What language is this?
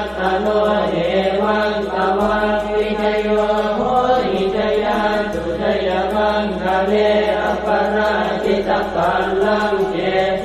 Pali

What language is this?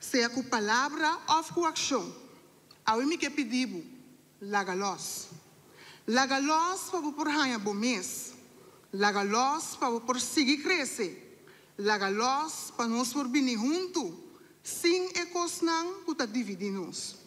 Papiamento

